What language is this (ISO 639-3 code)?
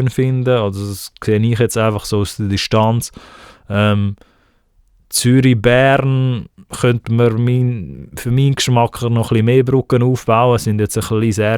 gsw